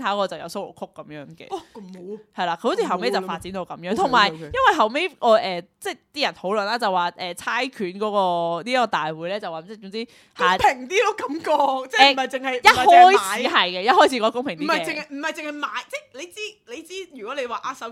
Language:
Cantonese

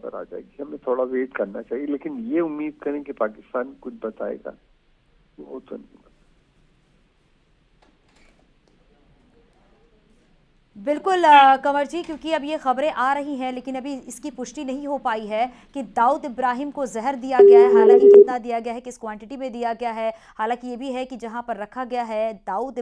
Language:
Hindi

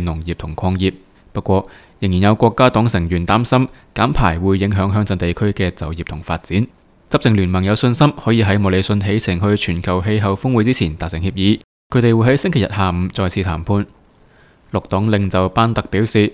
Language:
Cantonese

